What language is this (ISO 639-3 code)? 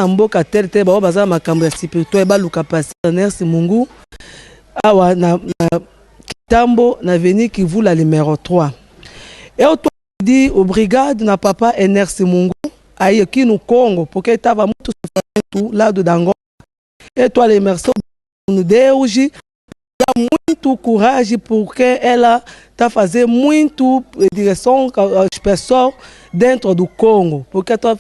lin